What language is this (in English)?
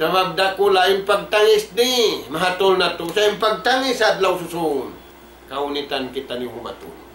Tausug